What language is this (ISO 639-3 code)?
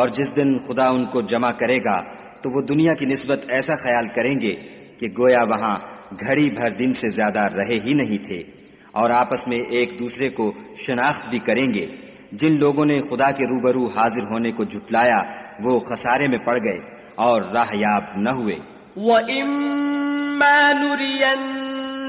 urd